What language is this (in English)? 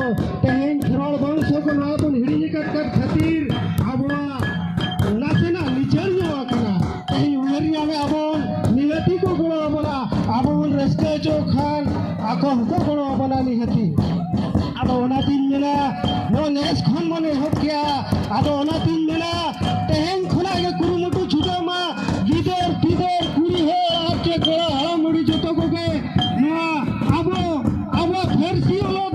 Santali